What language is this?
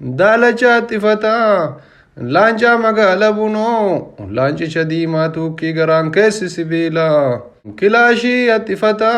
Oromo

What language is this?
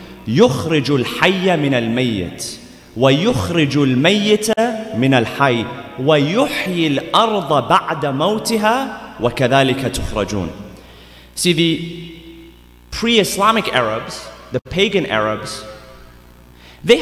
English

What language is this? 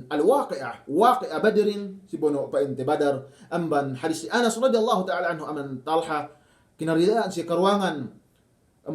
Yakan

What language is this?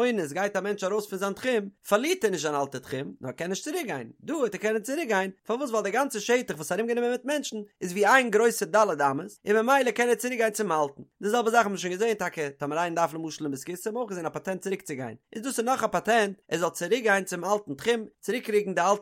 Yiddish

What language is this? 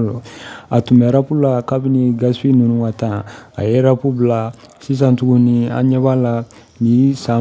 Bambara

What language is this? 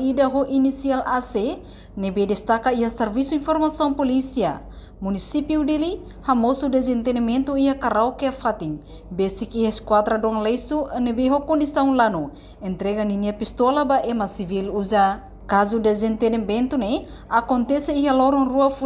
Tetum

